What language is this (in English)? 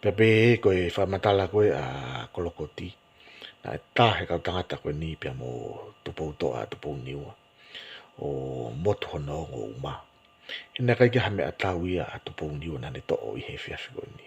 Tongan